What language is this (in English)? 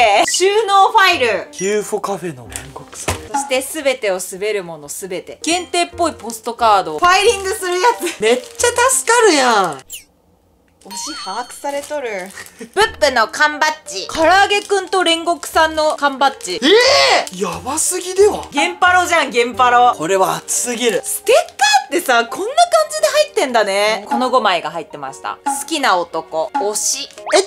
Japanese